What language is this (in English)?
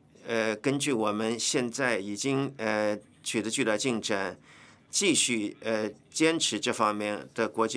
Chinese